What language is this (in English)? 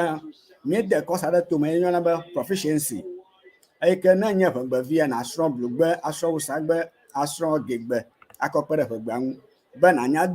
Ewe